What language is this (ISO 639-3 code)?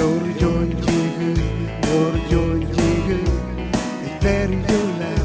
mah